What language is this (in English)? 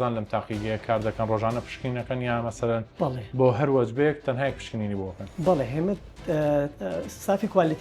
Central Kurdish